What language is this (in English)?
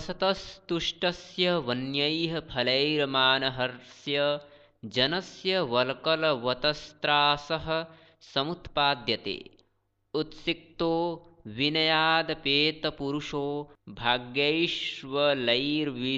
Sanskrit